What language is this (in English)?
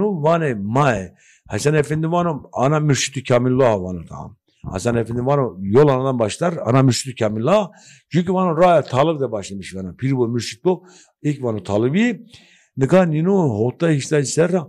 Zaza